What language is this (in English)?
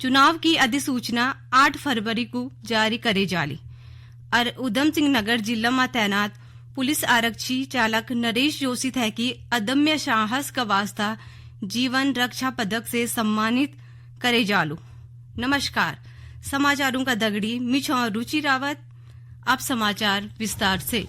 Garhwali